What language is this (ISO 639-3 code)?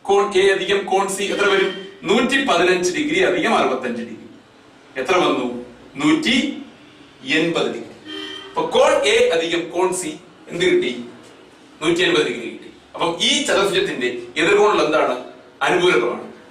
mal